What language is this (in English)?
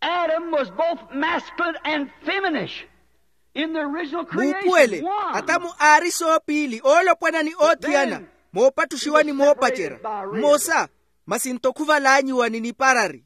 Makhuwa